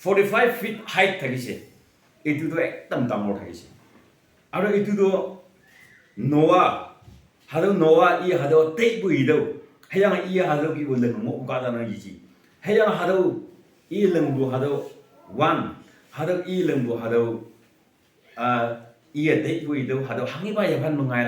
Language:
Naga Pidgin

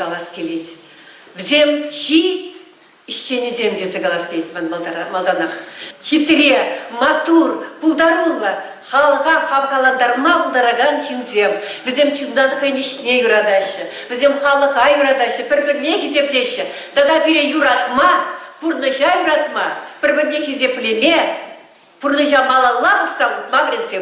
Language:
Chuvash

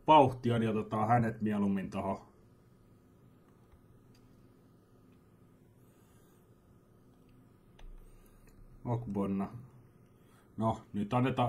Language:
Finnish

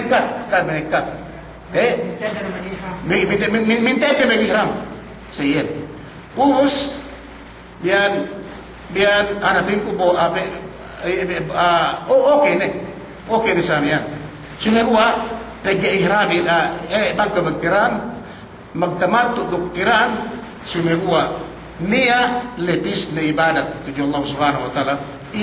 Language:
Yakan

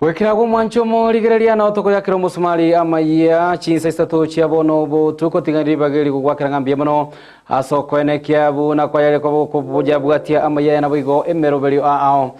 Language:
Gusii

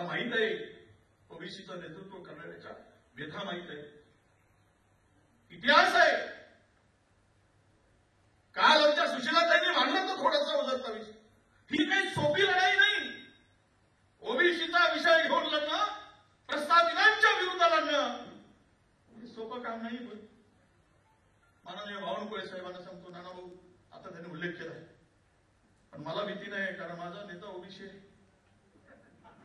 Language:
Marathi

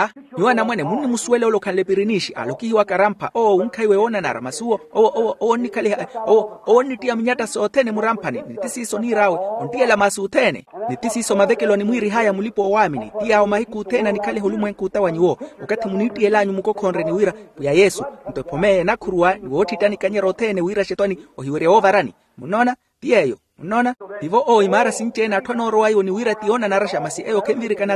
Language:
Makhuwa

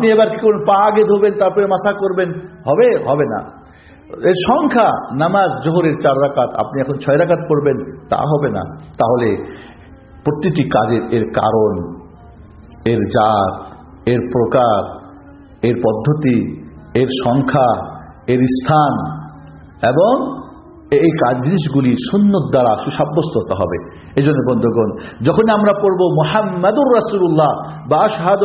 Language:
Bangla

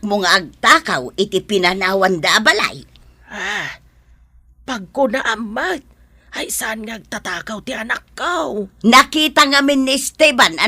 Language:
Iloko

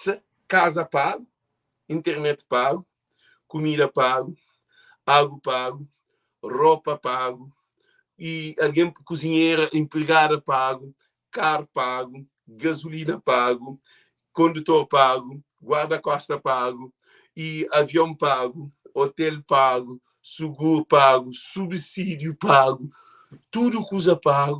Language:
Kabuverdianu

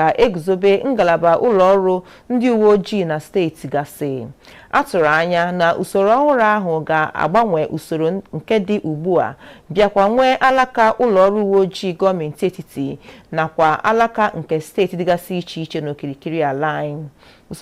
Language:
Igbo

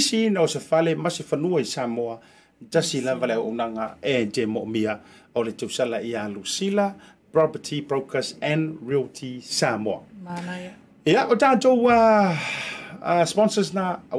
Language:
Samoan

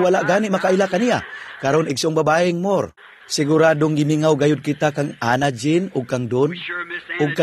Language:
Cebuano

